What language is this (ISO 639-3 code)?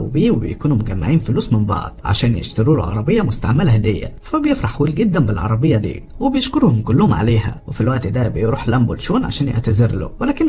arz